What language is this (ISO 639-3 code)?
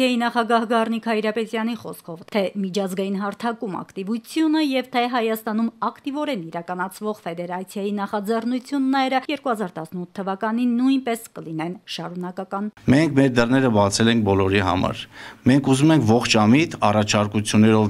hye